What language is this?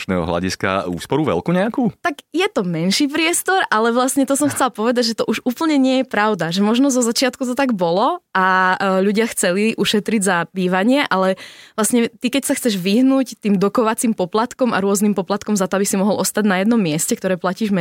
Slovak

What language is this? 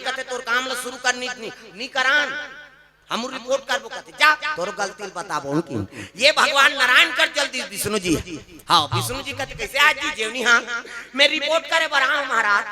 Chhattisgarhi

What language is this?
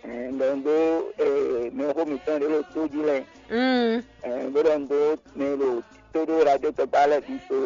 Fon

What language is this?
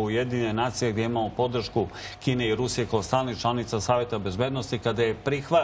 Serbian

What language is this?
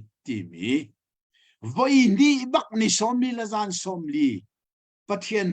Hakha Chin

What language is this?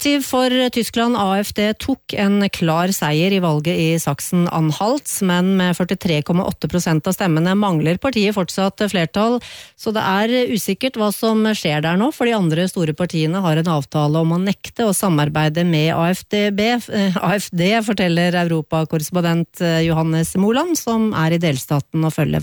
Norwegian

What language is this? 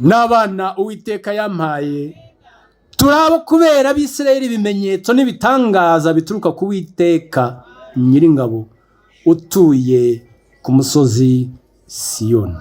Kinyarwanda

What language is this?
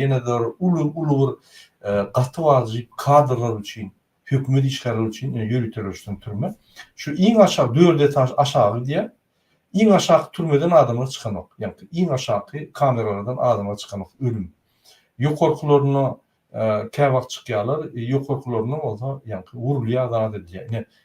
Turkmen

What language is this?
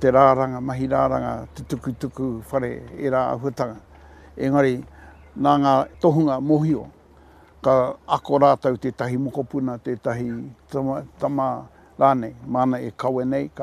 Māori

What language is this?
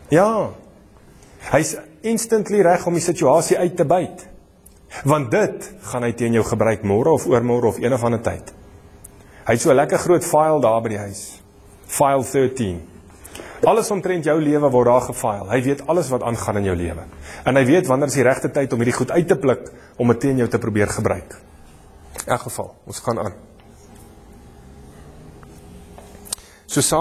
Afrikaans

